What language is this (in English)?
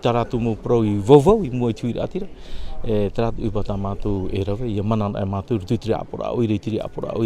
Tahitian